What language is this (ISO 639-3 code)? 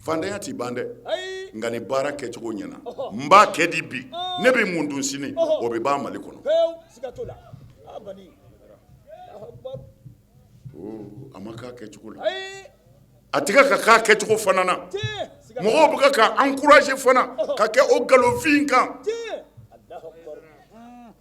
bam